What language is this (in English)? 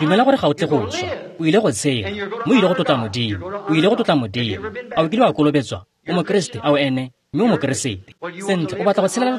Tswana